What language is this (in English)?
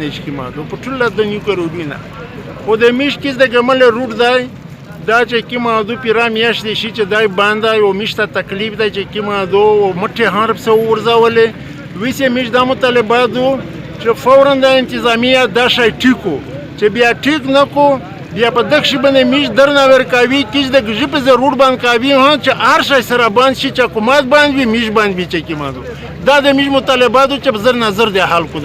Pashto